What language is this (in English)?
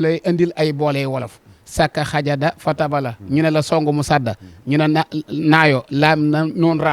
Wolof